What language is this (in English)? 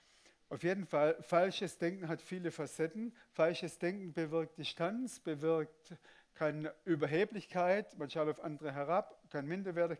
Swiss German